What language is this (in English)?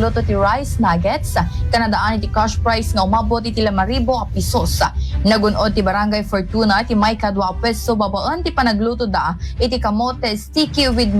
Iloko